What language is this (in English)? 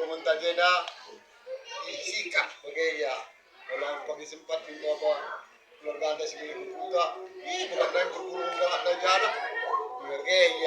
Batak Karo